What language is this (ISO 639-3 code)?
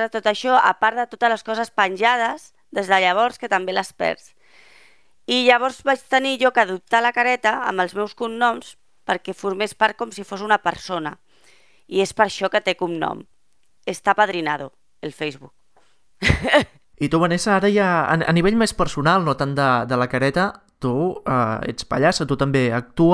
cat